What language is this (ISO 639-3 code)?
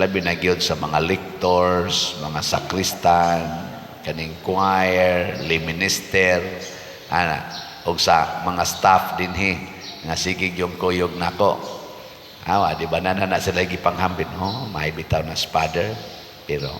ceb